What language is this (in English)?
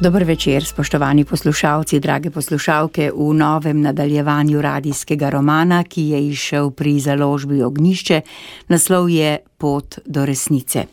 Slovenian